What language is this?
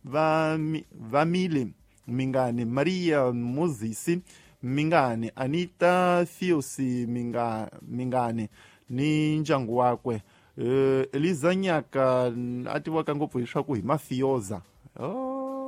Tsonga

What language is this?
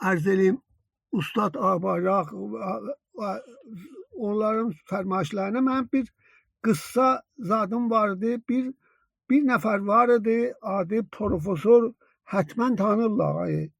South Azerbaijani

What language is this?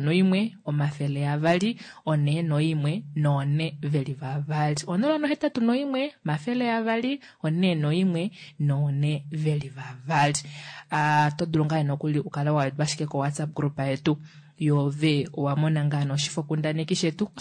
Kuanyama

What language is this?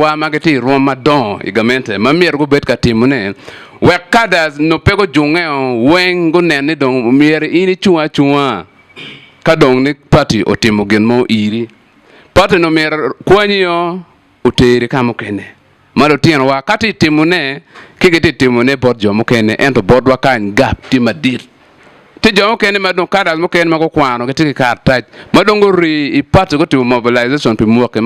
Acoli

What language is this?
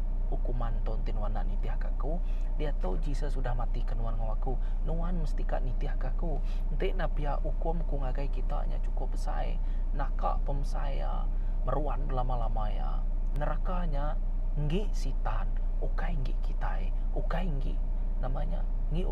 Iban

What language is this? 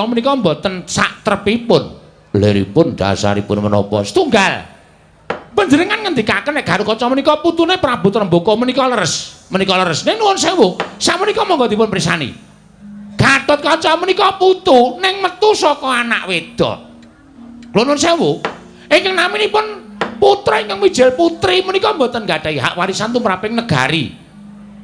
Javanese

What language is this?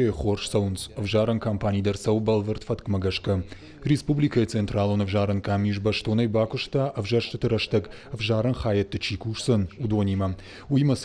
Ossetic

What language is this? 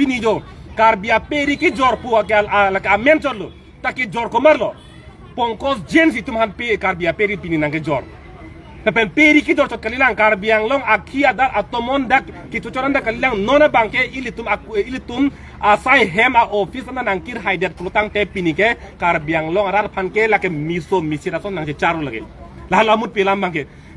Karbi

